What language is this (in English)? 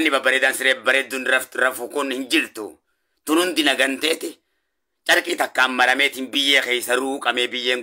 Oromo